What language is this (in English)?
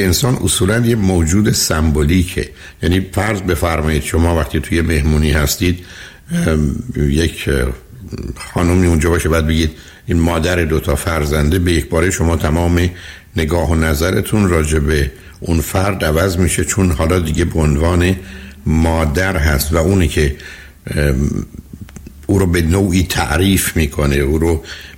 Persian